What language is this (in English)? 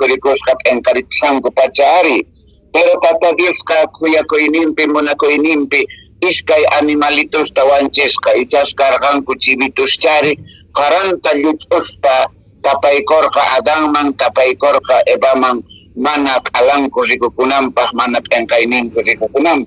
Quechua